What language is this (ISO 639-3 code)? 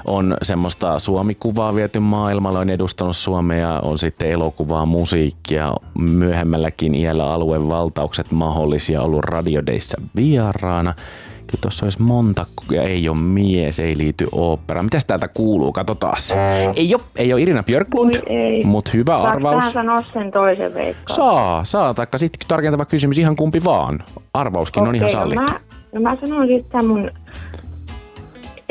fin